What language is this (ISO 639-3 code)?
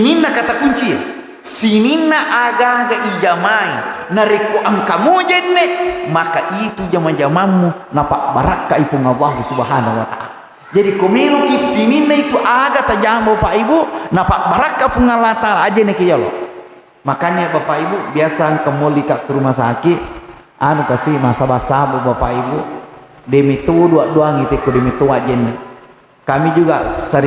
bug